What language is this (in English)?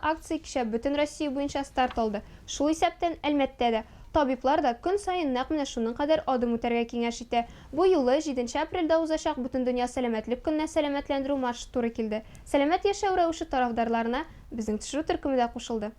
Tatar